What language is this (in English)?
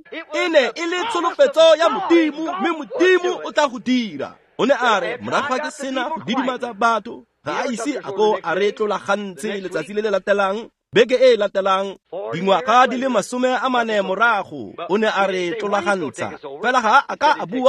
Tswana